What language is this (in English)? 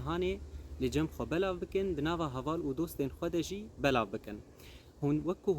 Kurdish